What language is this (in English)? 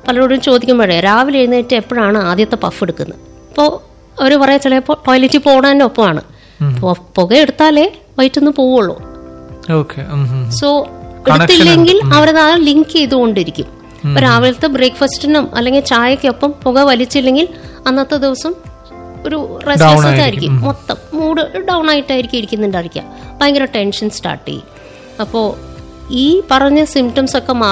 Malayalam